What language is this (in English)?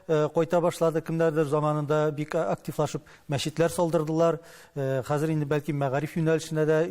Tatar